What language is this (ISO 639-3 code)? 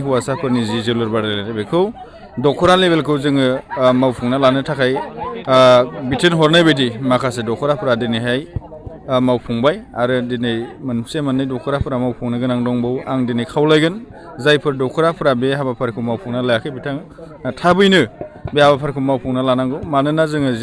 brx